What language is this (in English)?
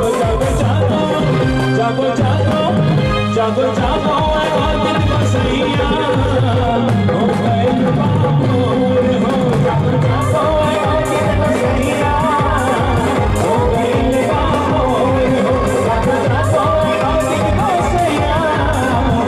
Bhojpuri